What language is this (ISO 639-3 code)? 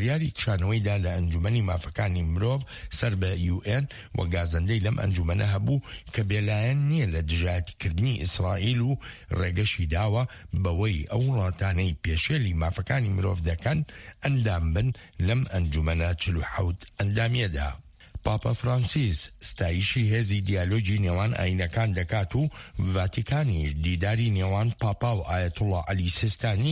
ckb